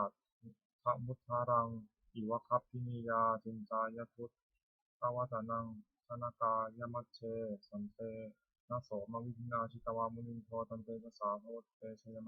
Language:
Pali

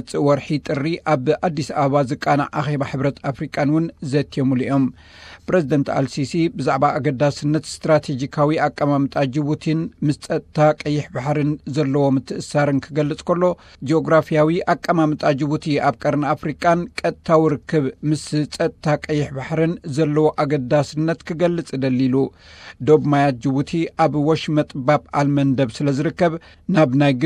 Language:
Tigrinya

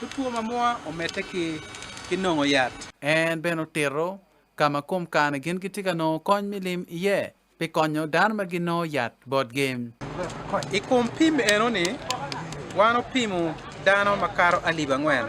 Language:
Acoli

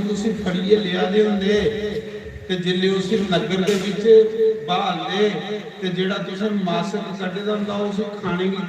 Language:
Dogri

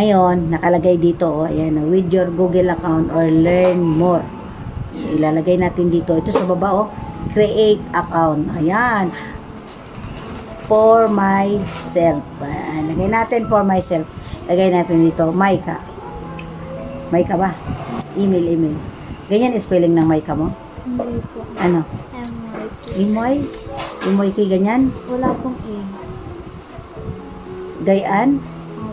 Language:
Filipino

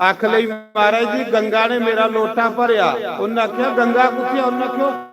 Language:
Dogri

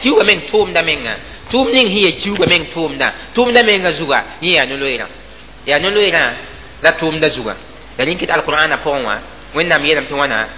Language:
Mossi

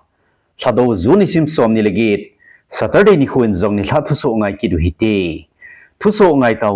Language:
Thado Chin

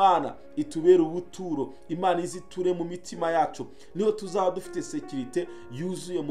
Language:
Kinyarwanda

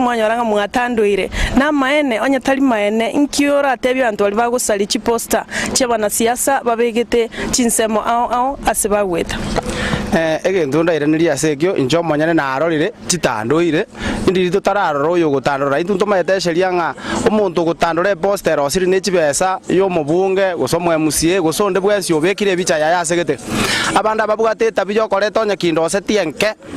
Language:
Gusii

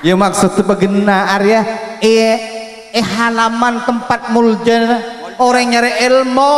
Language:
Madurese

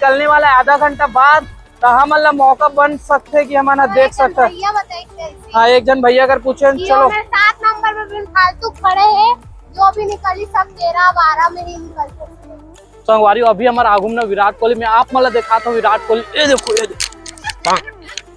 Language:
Chhattisgarhi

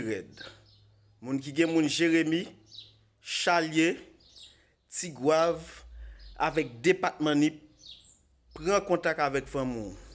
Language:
Haitian Creole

